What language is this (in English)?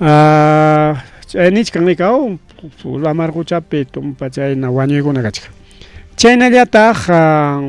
Ayacucho Quechua